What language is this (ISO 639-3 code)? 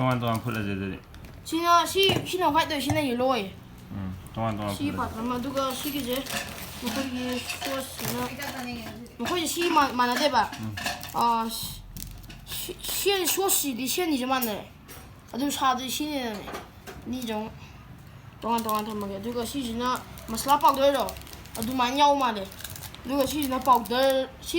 mni